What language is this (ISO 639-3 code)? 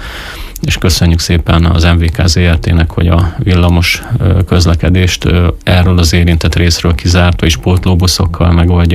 hun